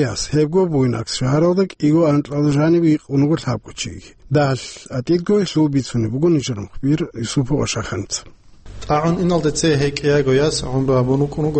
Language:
Avaric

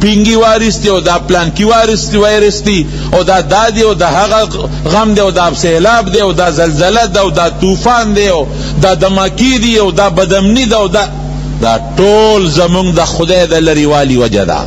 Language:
Pashto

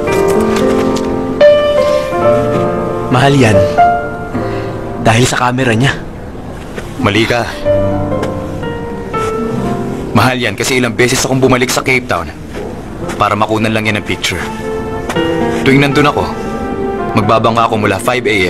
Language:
Filipino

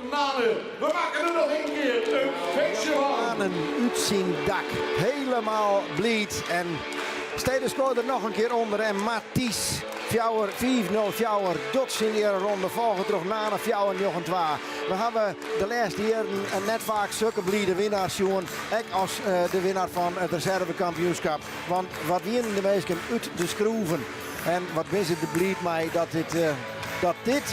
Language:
Western Frisian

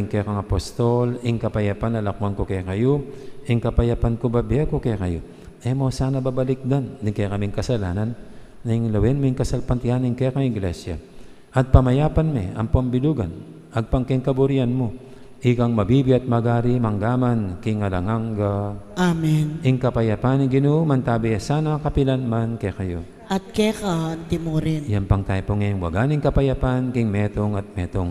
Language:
Pampanga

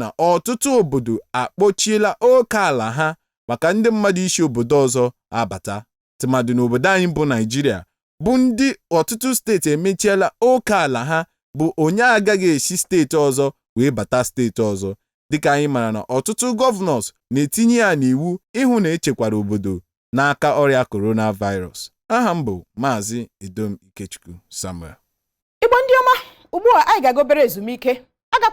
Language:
Igbo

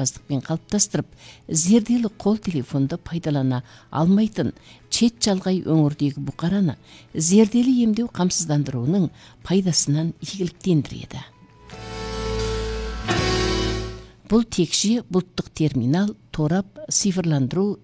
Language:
Kazakh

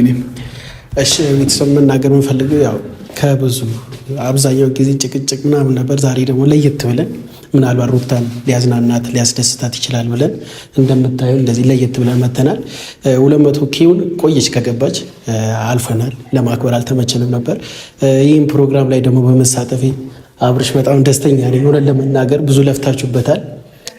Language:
Amharic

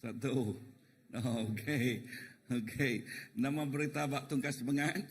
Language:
Iban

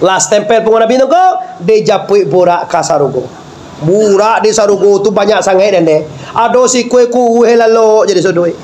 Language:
Minangkabau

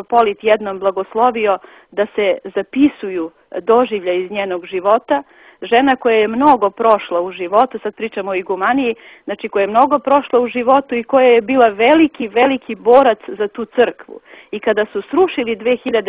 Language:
Serbian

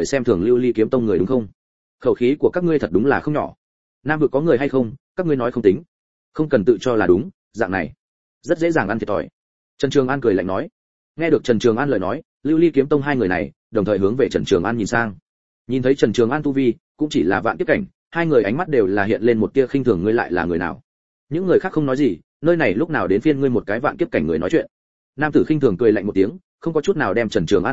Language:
Vietnamese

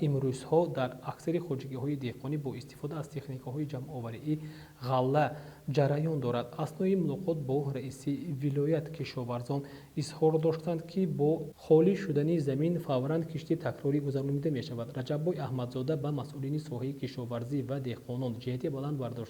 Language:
Tajik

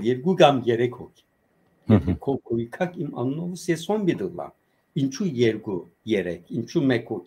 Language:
Western Armenian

